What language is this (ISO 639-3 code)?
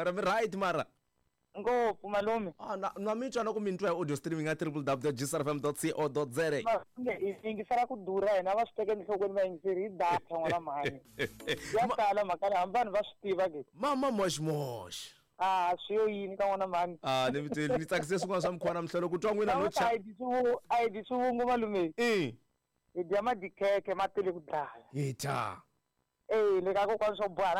tso